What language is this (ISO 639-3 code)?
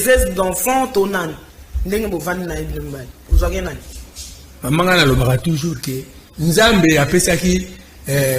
lin